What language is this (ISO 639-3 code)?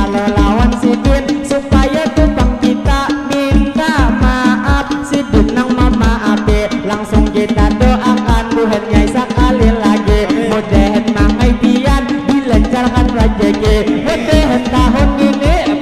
bjn